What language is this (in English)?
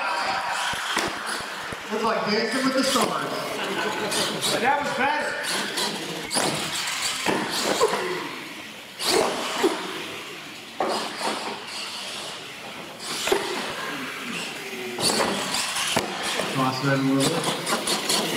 English